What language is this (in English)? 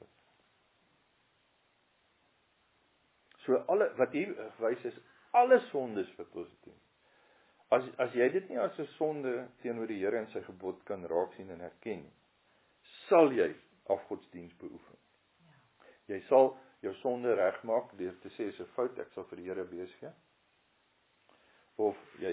Afrikaans